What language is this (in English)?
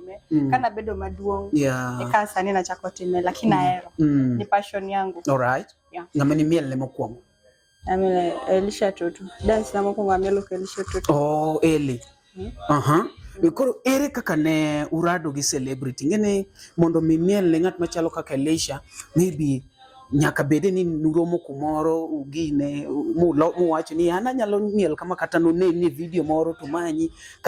Luo (Kenya and Tanzania)